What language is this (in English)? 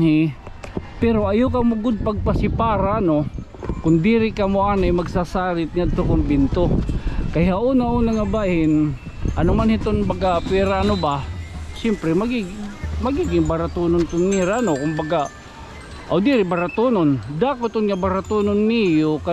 Waray